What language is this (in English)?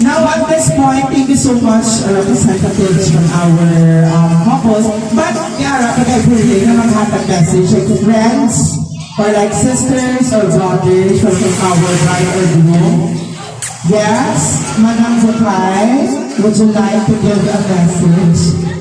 Hiligaynon